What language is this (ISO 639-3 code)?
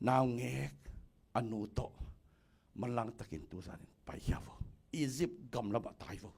ctd